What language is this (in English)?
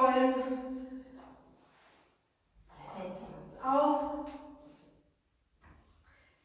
German